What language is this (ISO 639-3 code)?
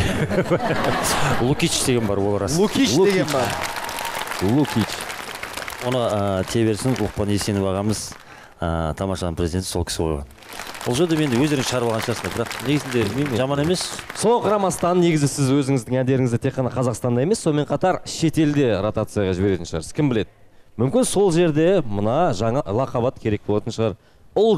kaz